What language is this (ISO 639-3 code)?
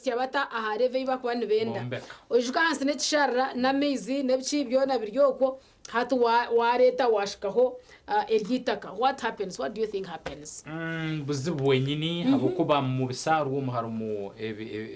nyn